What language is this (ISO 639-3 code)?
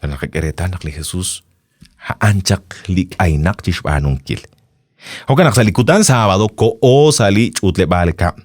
kek